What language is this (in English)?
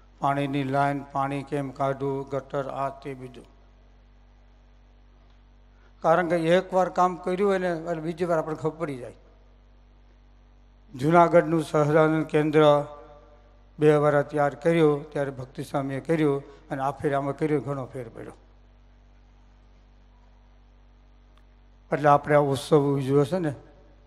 Gujarati